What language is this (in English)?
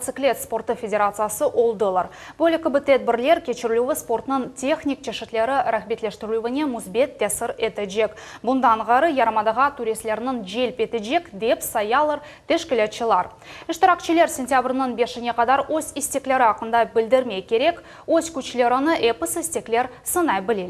Crimean Tatar